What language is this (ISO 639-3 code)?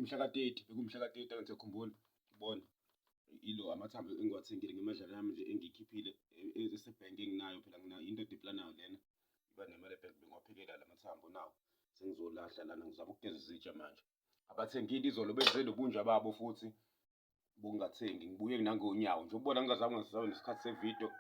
zul